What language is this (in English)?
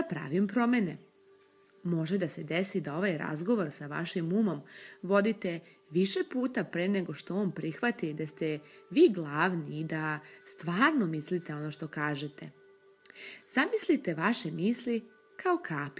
Serbian